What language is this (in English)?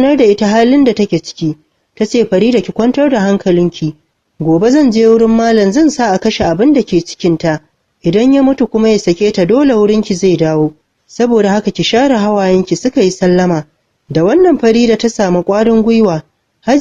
Hausa